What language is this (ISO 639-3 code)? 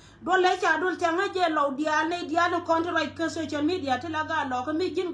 nus